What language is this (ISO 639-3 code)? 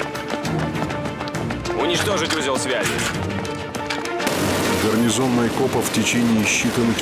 rus